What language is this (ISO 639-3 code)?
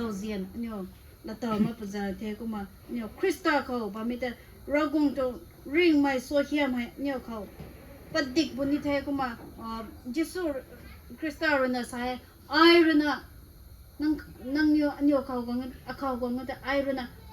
nbu